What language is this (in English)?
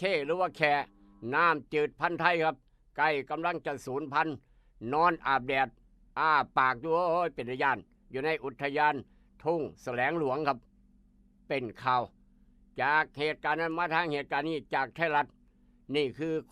Northeastern Thai